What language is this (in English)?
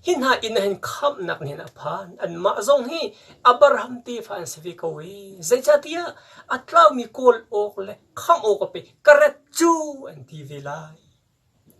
Hakha Chin